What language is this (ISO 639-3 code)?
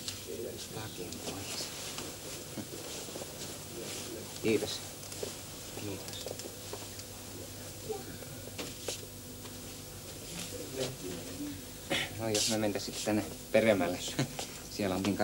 fin